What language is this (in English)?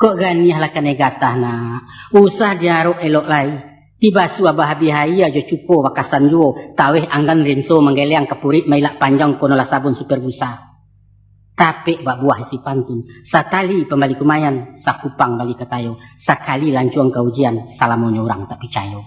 Minangkabau